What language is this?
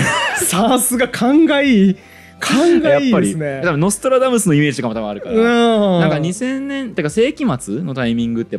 Japanese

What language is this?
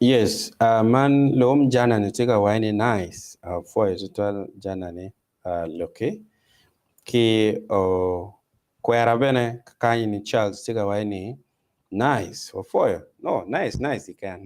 Acoli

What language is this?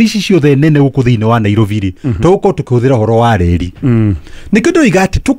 Kikuyu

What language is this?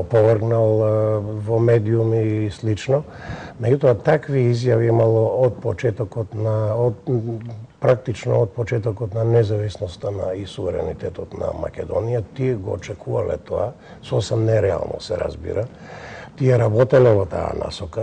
Macedonian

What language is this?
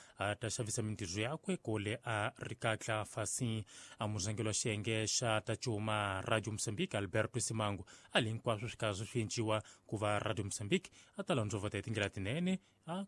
Tsonga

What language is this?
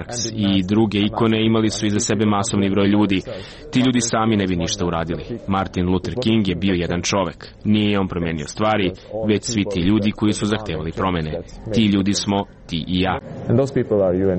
Serbian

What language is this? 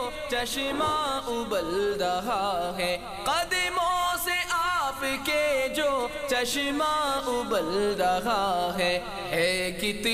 Urdu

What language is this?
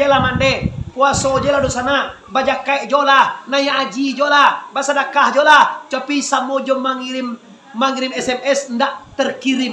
Minangkabau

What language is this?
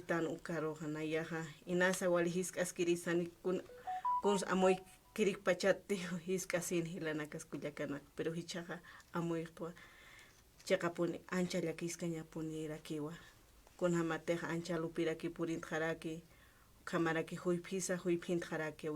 Aymara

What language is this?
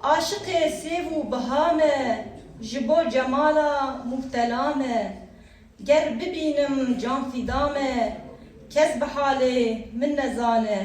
Kurdish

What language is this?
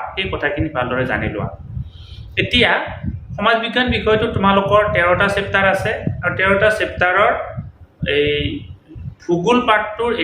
Assamese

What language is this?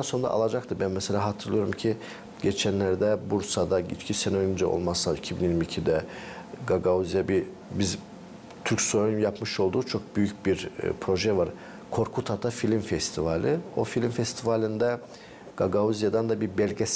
Gagauz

